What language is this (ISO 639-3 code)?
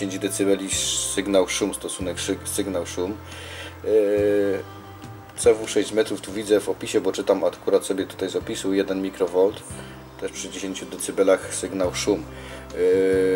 pol